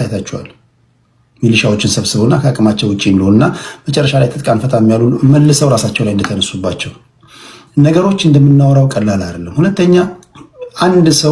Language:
Amharic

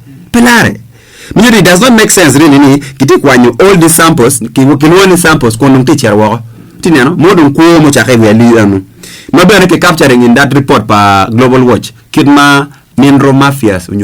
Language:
Acoli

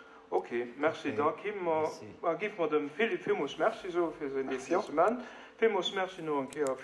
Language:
Luxembourgish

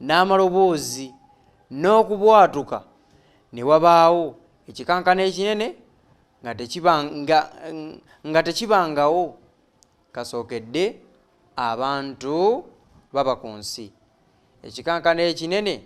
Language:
Ganda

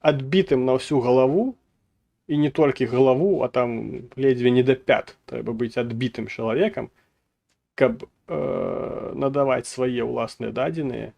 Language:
Belarusian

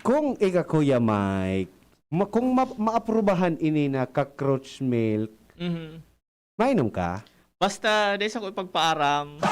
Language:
Bikol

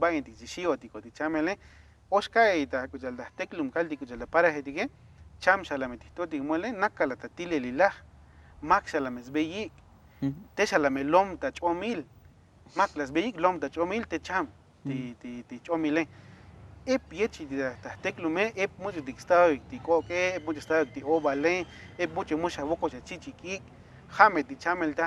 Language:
Tzotzil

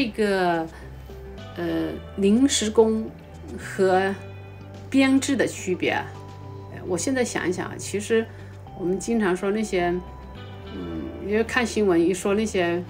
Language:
Chinese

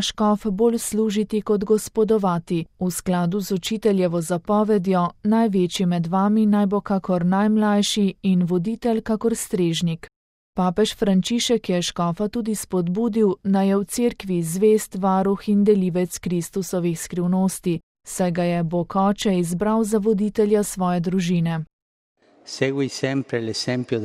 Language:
Slovenian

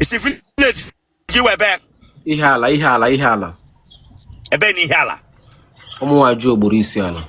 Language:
Igbo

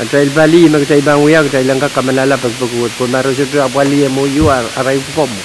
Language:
Pohnpeian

